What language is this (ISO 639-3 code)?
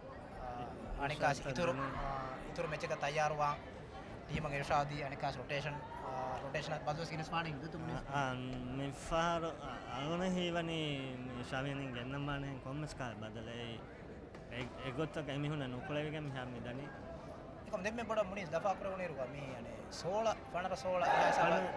div